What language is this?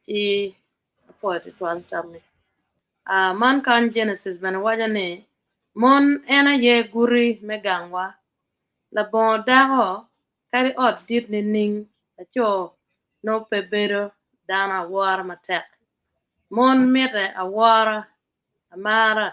Acoli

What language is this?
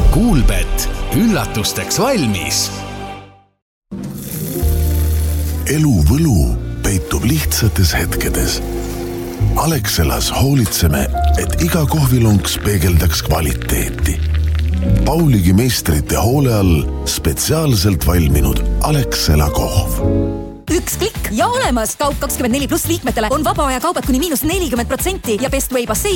Estonian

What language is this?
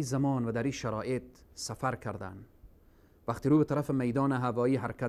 Persian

